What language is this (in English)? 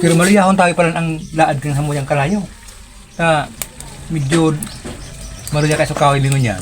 Bikol